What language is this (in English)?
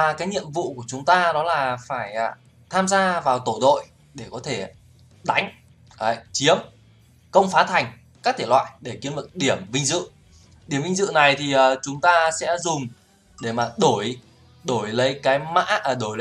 Vietnamese